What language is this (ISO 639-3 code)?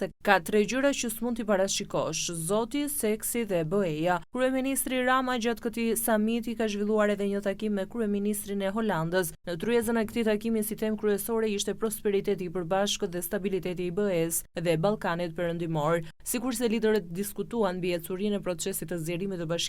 sqi